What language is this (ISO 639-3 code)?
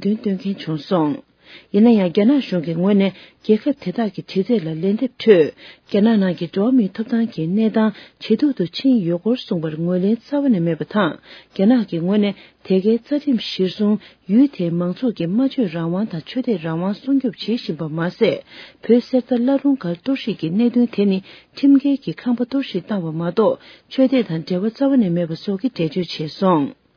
bod